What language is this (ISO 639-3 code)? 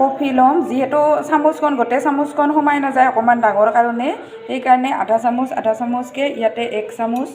asm